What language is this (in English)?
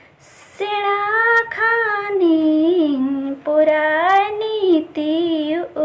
Santali